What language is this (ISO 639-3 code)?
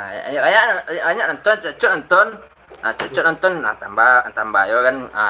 min